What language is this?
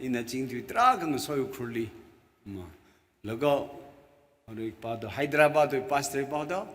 Tangkhul Naga (India)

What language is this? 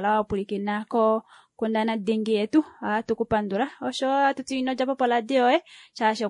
Kuanyama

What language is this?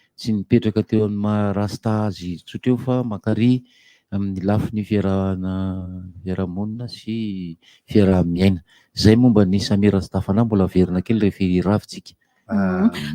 Malagasy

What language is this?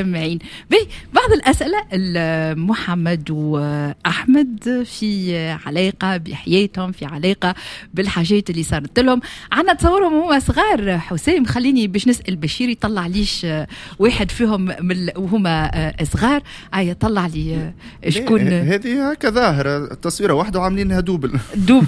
Tunisian Arabic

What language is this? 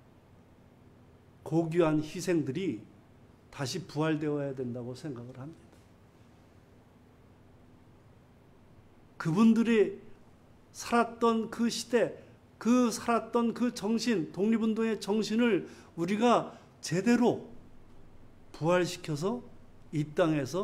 Korean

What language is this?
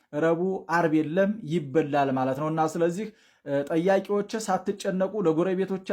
Amharic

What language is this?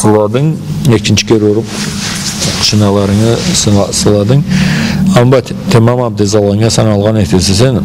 Karachay-Balkar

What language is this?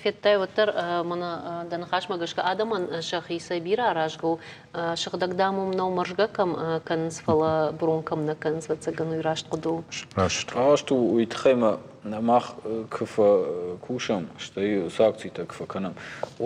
Ossetic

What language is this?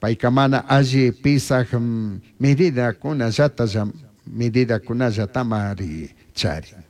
Chimborazo Highland Quichua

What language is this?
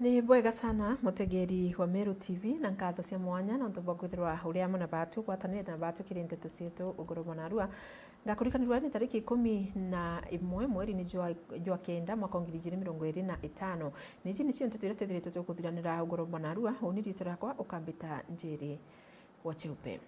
Meru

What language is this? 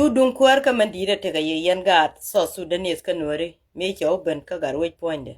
Nuer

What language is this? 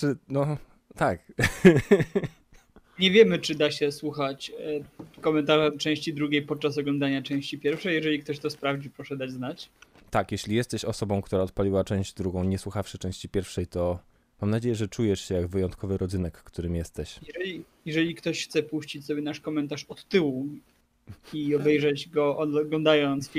Polish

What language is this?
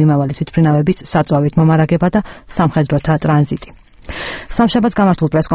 Georgian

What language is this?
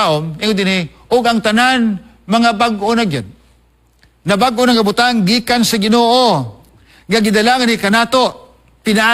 Cebuano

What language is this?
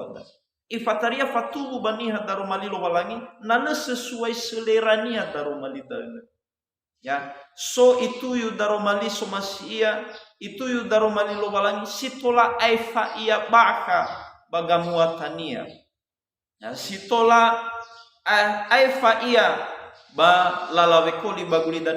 Nias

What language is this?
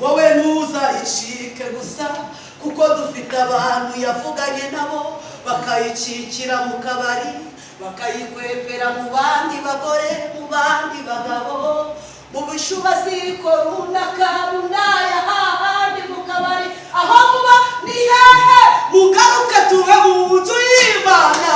Kinyarwanda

